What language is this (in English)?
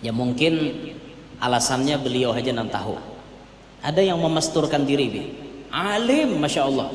Banjar